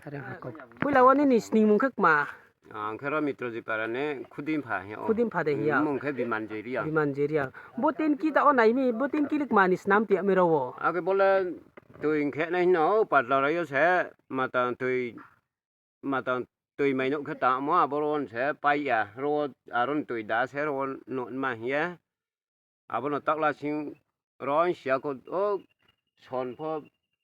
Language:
Riang (India)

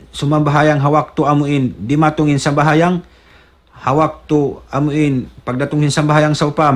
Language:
Tausug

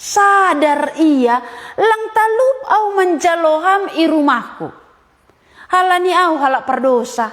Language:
Batak Simalungun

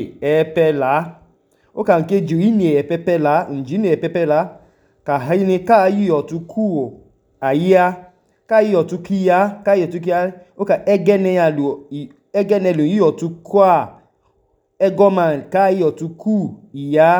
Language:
Idoma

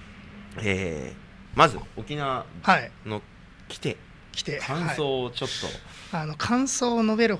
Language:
Japanese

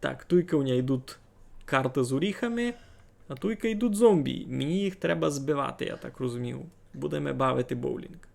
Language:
Rusyn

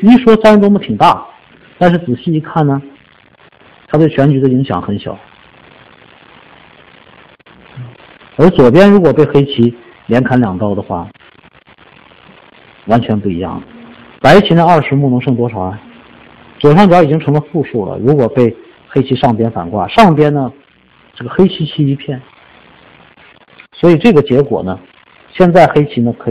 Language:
Chinese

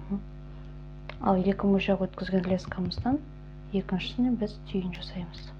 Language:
Kazakh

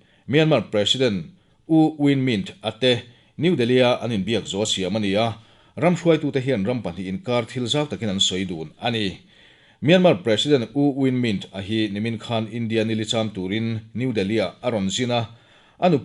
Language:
Mizo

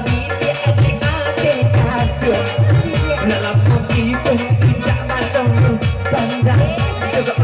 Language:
Minangkabau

